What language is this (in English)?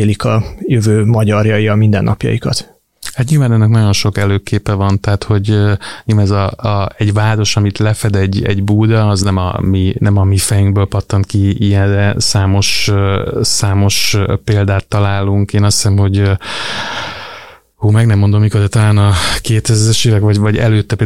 Hungarian